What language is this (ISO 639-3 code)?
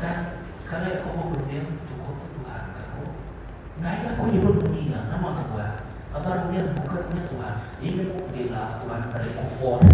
iba